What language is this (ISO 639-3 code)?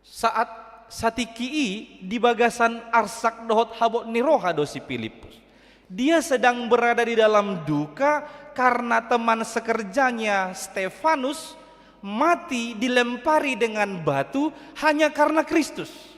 bbc